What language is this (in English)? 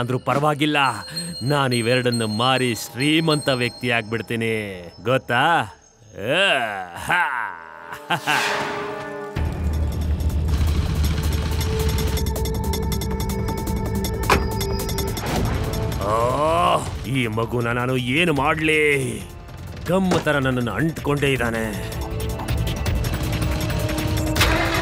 Kannada